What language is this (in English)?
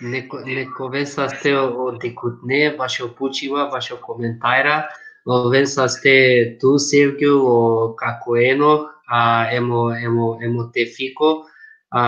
Balkan Romani